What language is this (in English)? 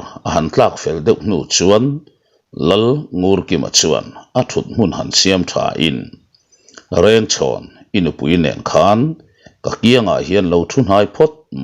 Mizo